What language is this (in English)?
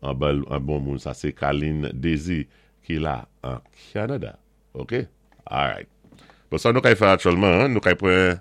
Saint Lucian Creole French